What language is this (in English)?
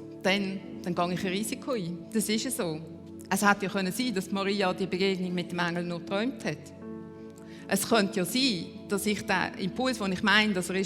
Swiss German